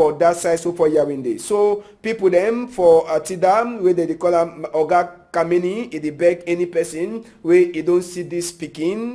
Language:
Cameroon Pidgin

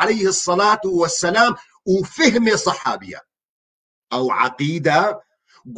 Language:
Kurdish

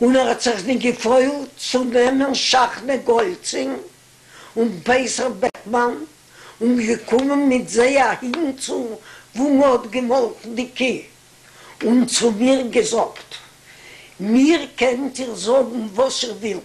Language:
Yiddish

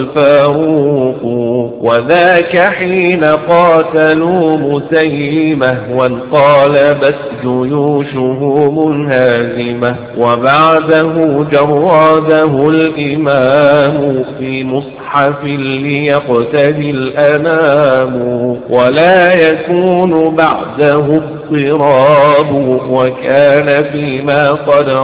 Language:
Arabic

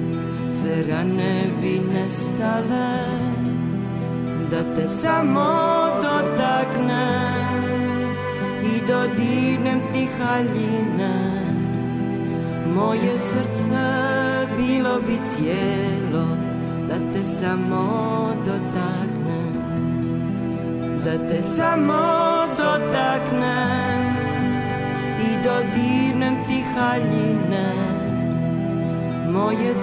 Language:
Croatian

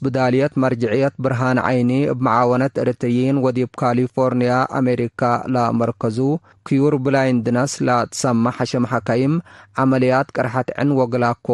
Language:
Tigre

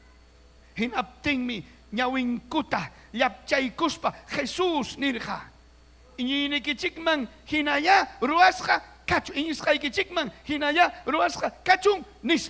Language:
Ayacucho Quechua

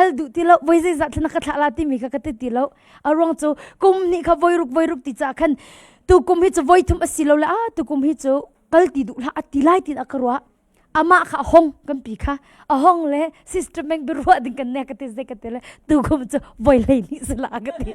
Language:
Hakha Chin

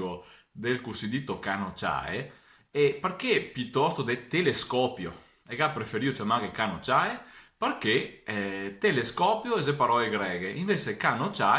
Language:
Venetian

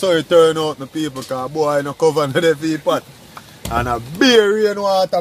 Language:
Jamaican Creole English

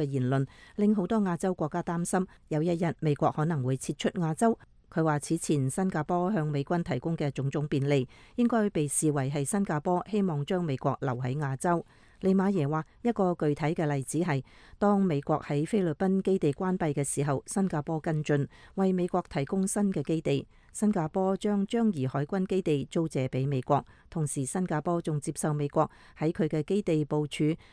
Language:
Cantonese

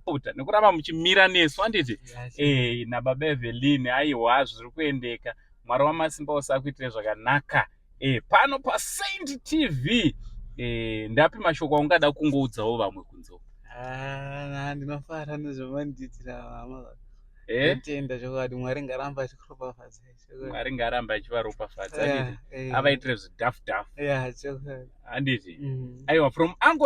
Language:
Shona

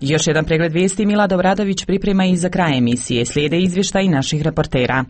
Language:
Croatian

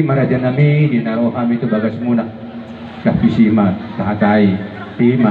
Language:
Batak Toba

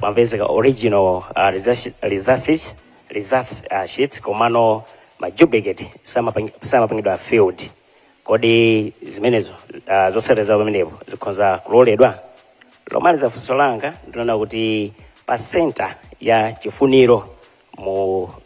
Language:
Nyanja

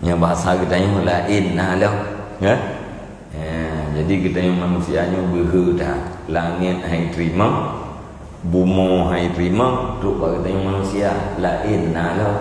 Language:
Achinese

